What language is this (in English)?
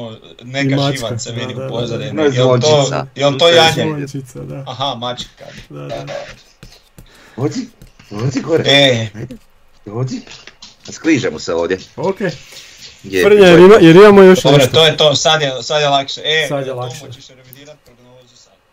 Croatian